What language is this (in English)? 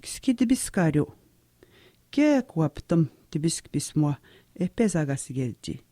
Atikamekw